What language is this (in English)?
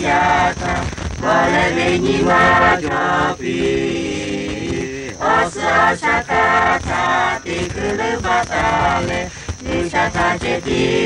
Lahu